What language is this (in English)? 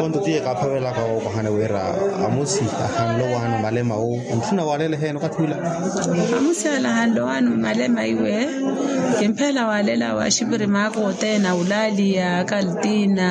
Makhuwa